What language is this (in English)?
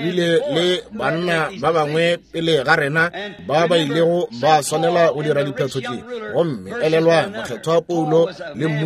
Northern Sotho